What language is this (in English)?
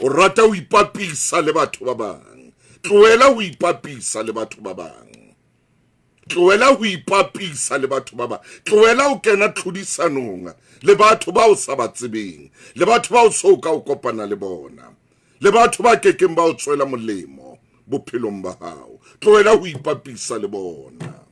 Southern Sotho